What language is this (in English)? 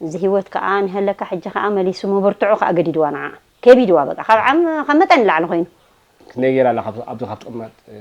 Tigrinya